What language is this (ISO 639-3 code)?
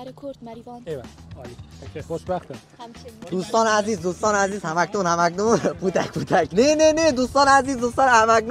fas